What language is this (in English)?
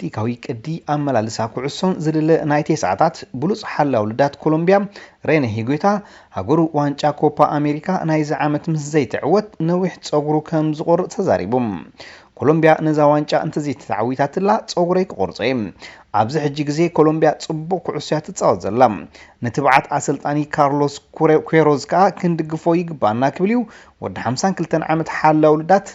Tigrinya